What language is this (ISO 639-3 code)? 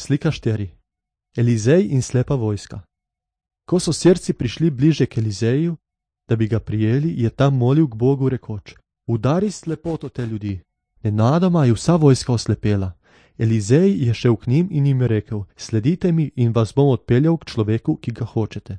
slv